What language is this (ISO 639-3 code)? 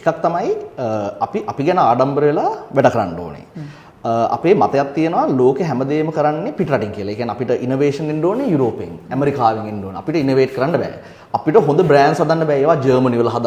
sin